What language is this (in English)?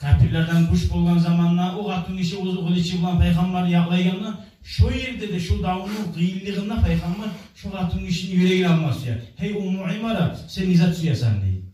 Kumyk